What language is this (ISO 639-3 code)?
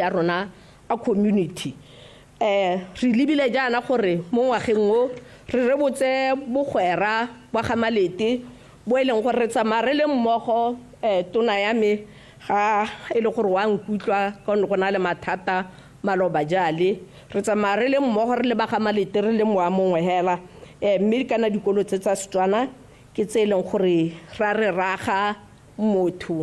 tsn